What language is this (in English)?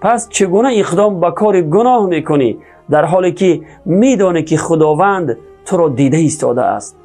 Tajik